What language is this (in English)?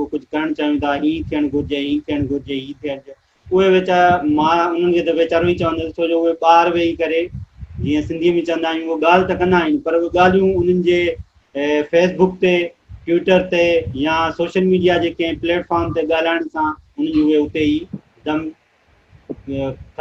Sindhi